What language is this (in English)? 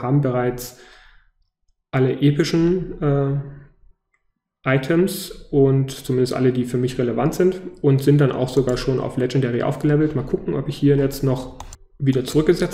German